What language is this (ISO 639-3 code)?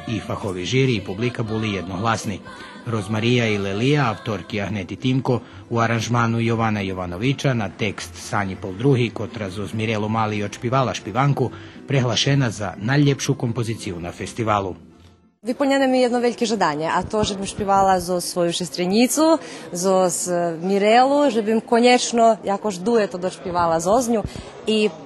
rue